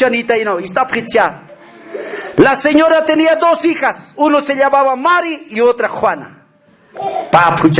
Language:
Aymara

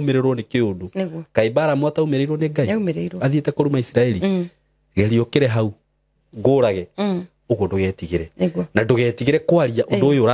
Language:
Kikuyu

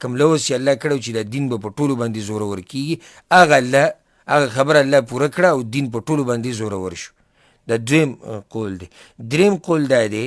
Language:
Pashto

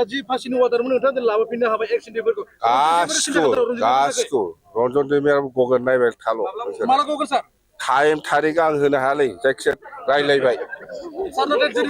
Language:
Bodo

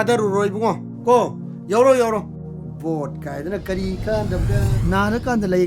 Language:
Manipuri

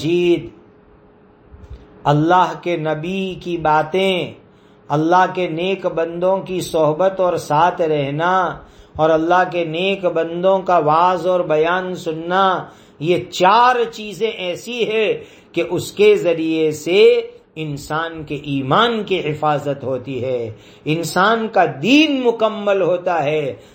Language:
Urdu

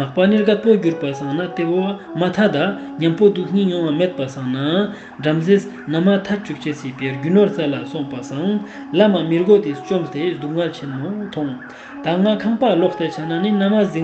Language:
Ladakhi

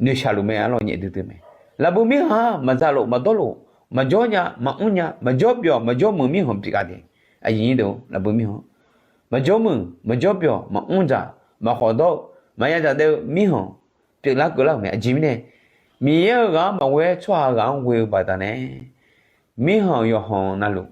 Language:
Akha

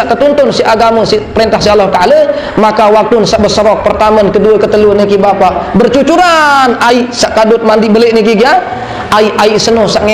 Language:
Sasak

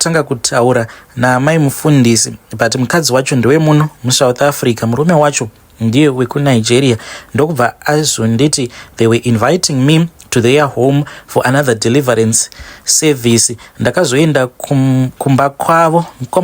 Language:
Shona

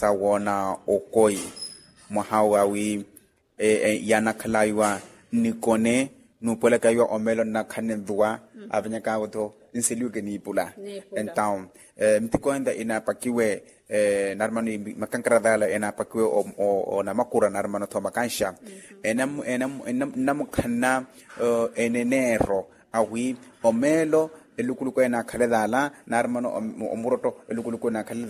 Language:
Makhuwa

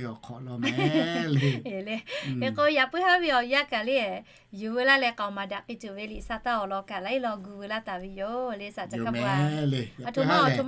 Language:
Lahu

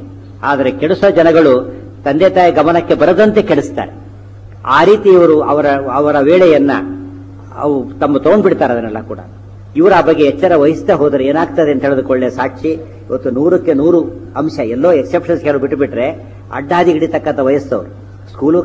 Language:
Kannada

